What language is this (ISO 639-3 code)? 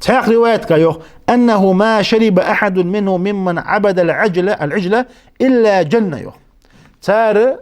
inh